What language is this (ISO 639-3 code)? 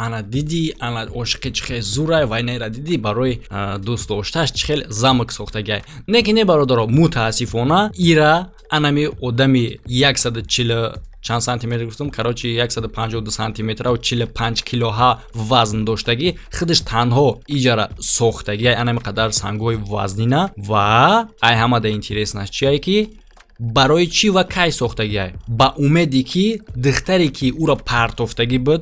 tgk